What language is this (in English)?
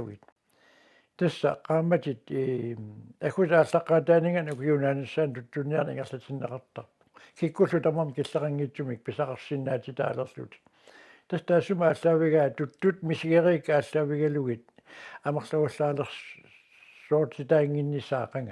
Kalaallisut